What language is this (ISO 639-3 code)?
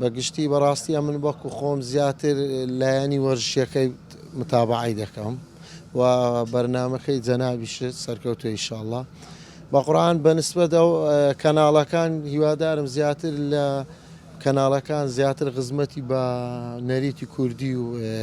ckb